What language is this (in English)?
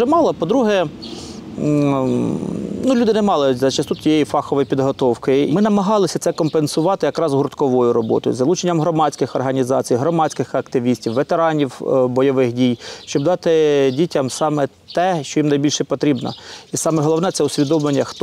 Ukrainian